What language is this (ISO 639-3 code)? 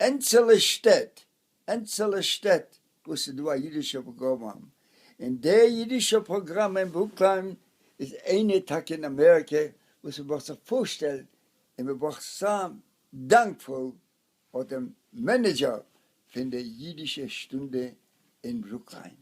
yid